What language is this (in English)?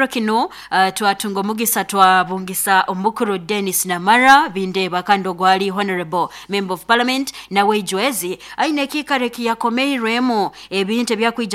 Nyoro